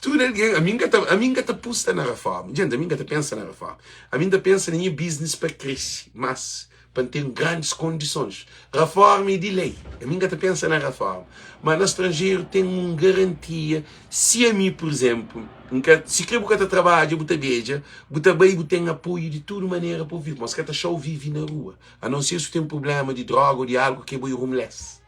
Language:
Kabuverdianu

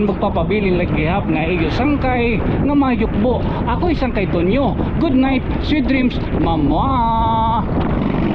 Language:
Waray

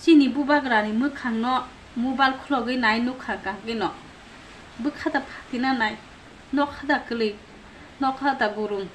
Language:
Kok Borok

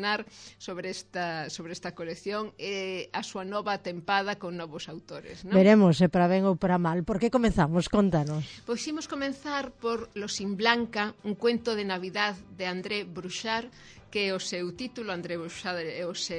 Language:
Galician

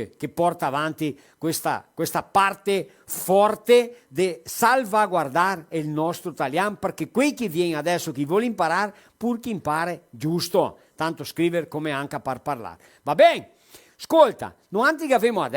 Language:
Venetian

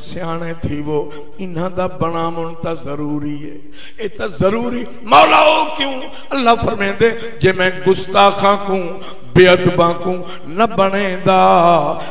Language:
Saraiki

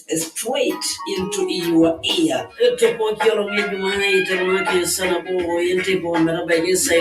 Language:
Masai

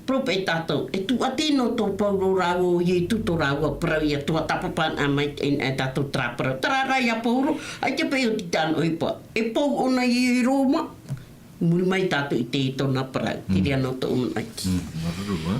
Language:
Tahitian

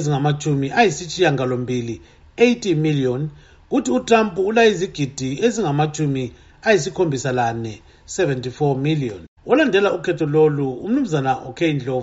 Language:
North Ndebele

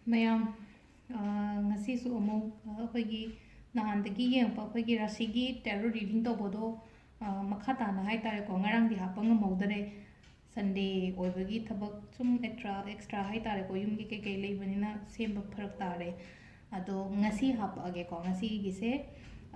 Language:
Manipuri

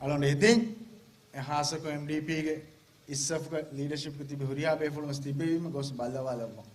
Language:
Divehi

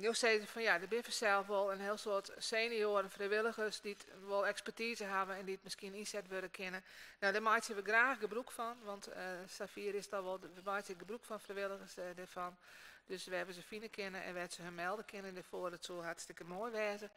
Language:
Western Frisian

